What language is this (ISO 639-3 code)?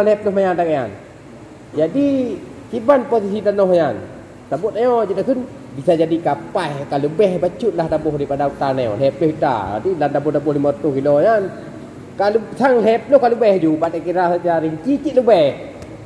ace